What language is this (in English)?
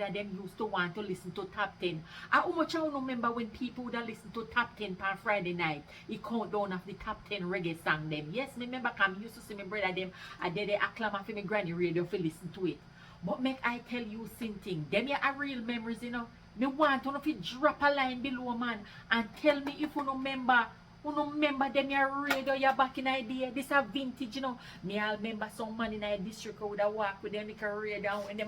Jamaican Creole English